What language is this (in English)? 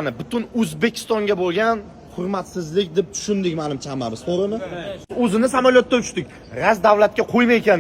Uzbek